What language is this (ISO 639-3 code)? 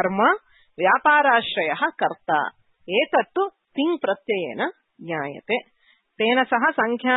san